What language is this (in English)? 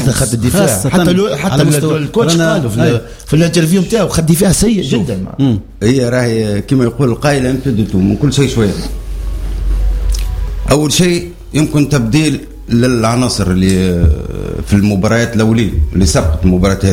Tunisian Arabic